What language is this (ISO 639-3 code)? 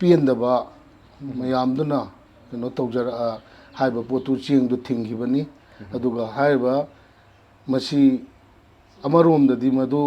mni